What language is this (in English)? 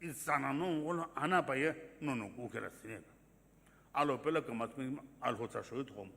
Sumi Naga